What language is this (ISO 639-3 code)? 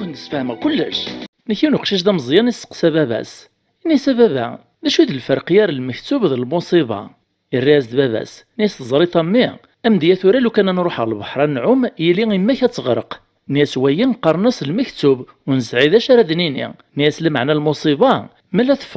kab